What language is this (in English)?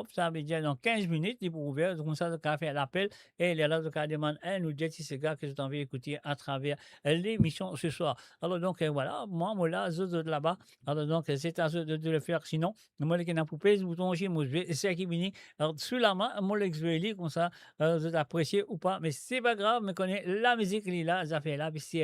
Morisyen